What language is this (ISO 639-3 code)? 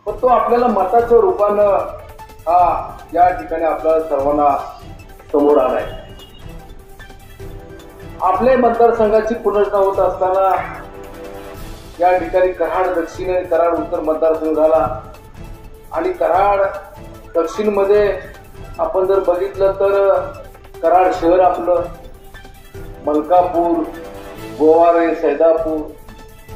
mar